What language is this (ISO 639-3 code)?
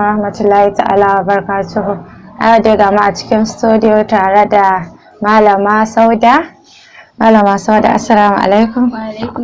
hau